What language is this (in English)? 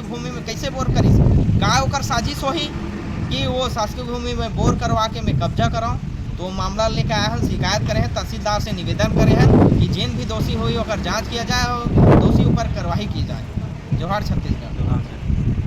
Chhattisgarhi